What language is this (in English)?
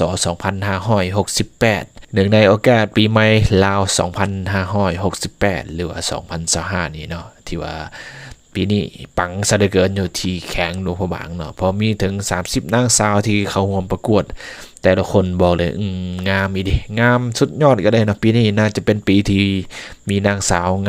Lao